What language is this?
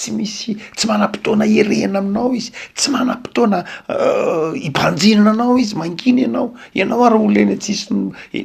Malagasy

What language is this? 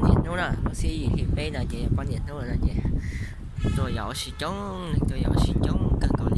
Hmong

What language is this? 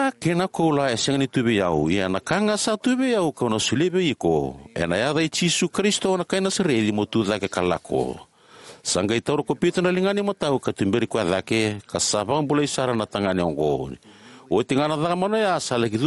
Fijian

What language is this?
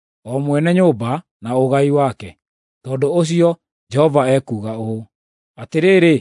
Kikuyu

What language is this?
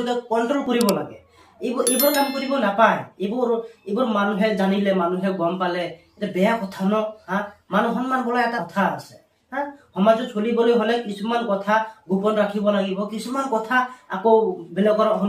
Assamese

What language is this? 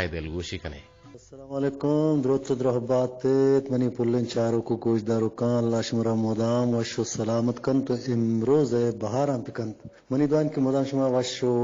Eastern Balochi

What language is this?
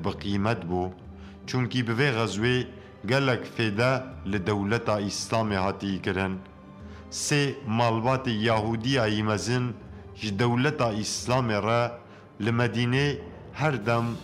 Kurdish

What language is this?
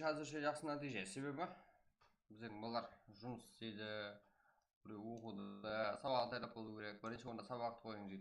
Kara-Kalpak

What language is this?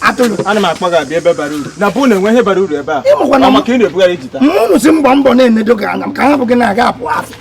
Igbo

